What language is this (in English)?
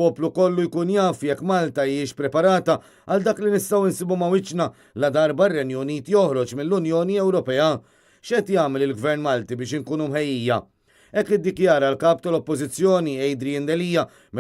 Maltese